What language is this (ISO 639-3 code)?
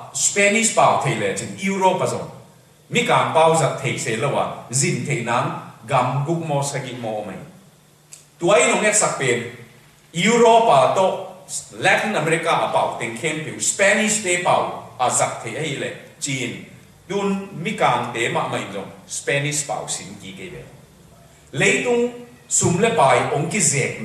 ctd